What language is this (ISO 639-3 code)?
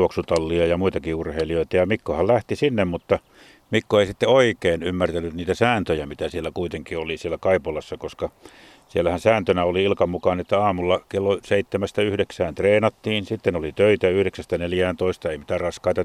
fin